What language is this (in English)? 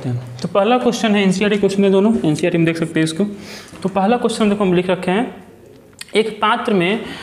Hindi